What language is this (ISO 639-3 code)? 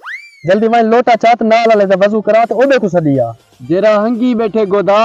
skr